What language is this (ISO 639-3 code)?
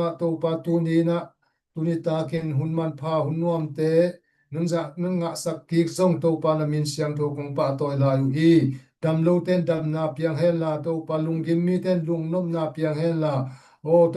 ctd